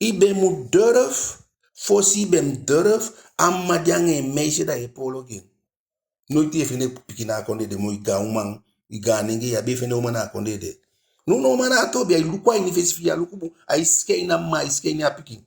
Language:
Eastern Maroon Creole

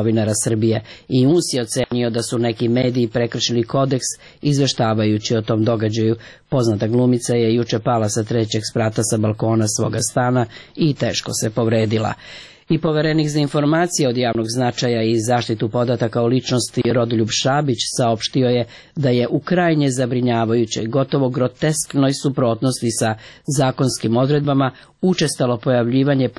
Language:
Serbian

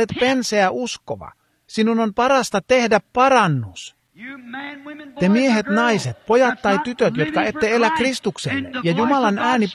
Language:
Finnish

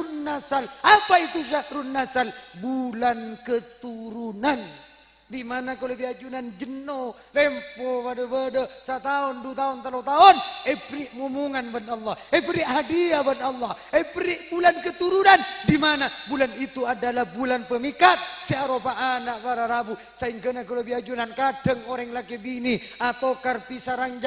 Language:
Madurese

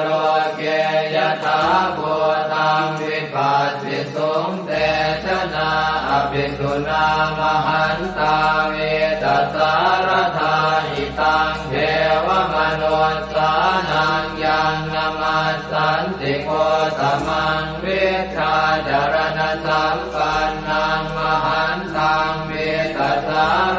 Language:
Pali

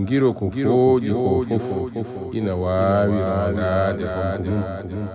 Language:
Fula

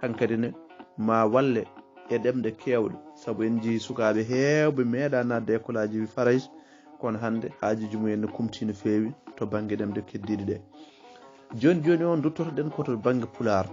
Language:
Fula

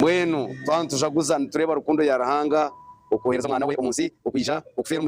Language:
Nyankole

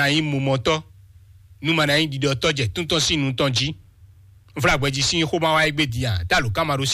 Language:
Fon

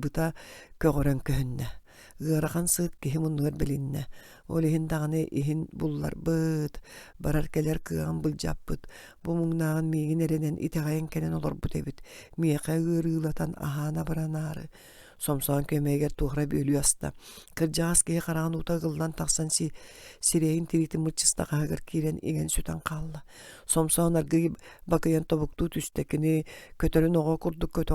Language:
Yakut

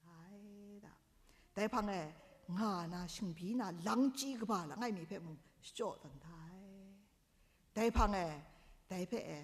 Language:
Kachin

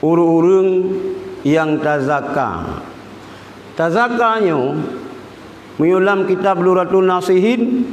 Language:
Achinese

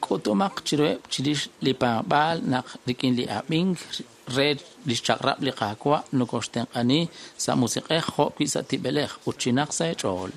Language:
Kekchí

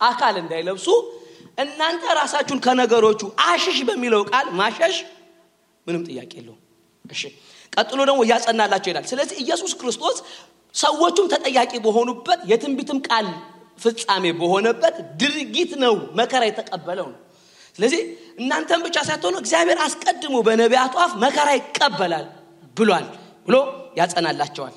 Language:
Amharic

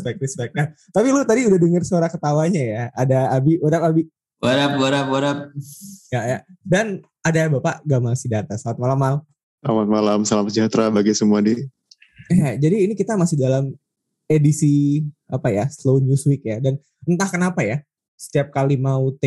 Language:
Indonesian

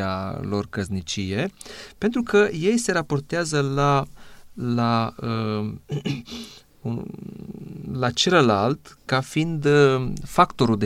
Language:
Romanian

